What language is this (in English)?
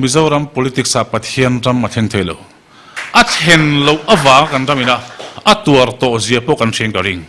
Mizo